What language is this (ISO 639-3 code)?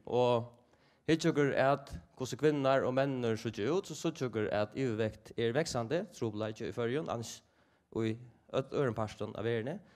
fao